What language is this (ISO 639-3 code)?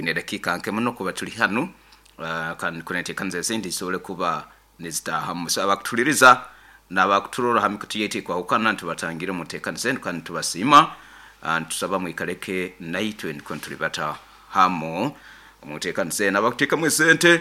nyo